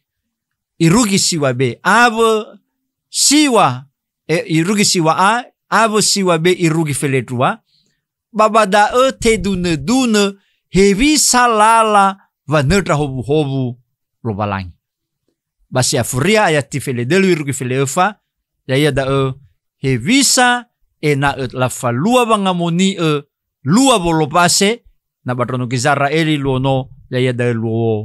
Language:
Nias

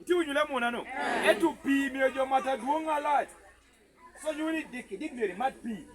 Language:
Lango (Uganda)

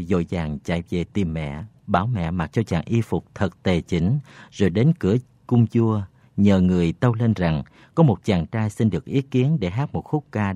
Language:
Vietnamese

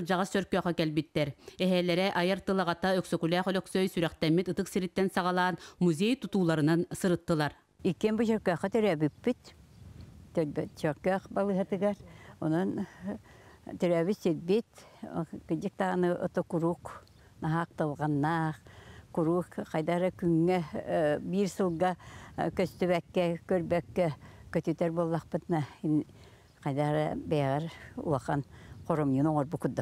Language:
Yakut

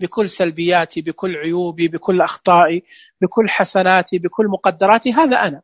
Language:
Najdi Arabic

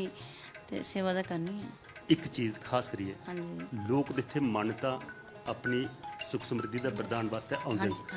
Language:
Dogri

